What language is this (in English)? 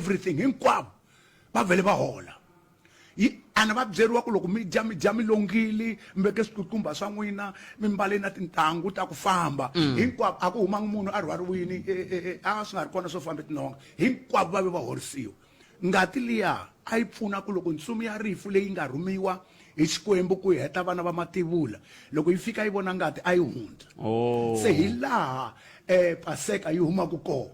Tsonga